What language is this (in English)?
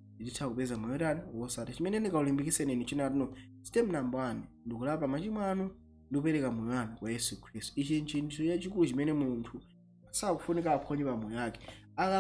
Nyanja